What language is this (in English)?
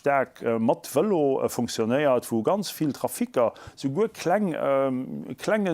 Luxembourgish